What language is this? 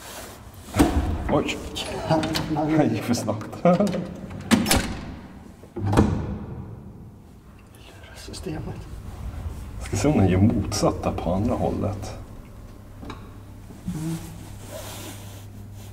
Swedish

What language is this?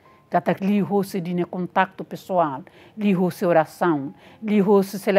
Tetum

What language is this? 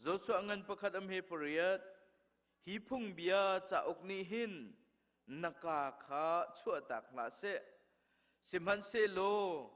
Hakha Chin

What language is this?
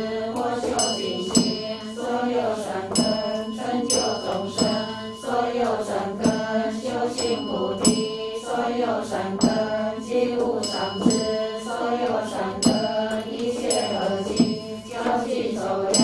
Chinese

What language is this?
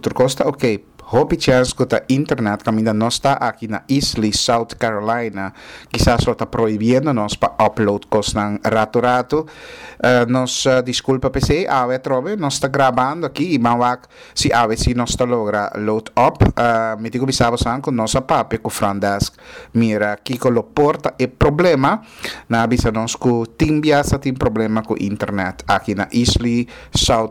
Papiamento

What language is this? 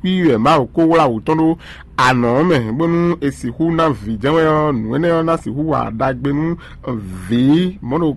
Fon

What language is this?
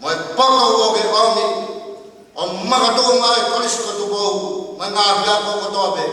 Tongan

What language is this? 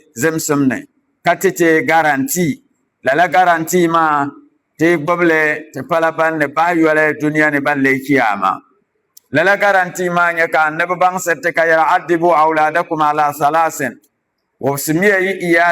Dagbani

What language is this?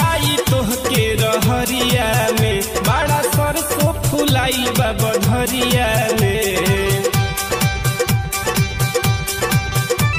Bhojpuri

